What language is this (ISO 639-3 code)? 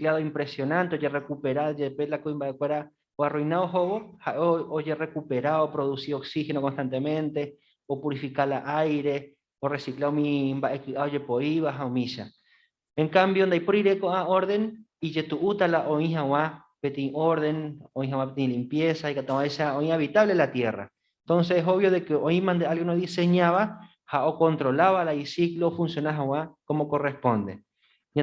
grn